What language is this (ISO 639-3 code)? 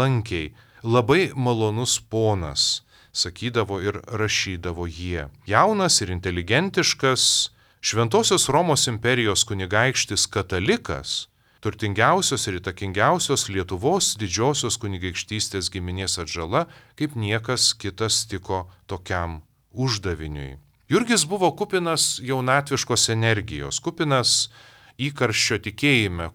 lit